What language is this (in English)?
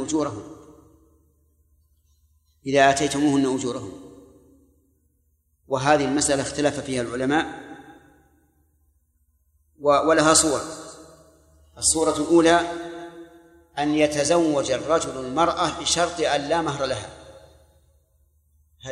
Arabic